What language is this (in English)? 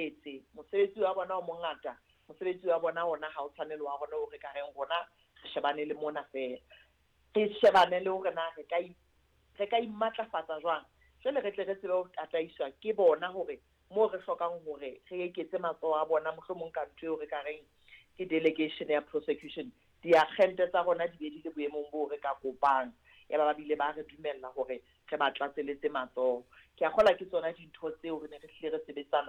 Southern Sotho